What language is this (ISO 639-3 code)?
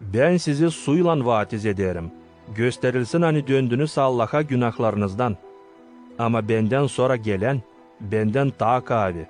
gag